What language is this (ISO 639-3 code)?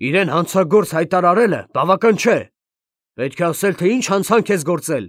hye